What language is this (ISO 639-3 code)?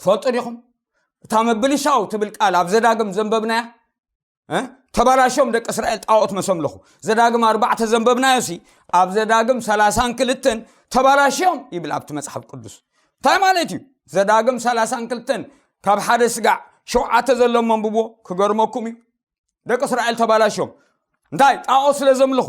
tir